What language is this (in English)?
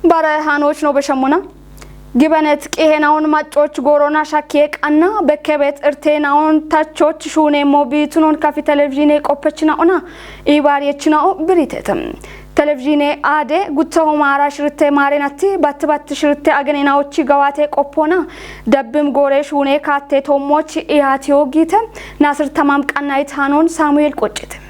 Kafa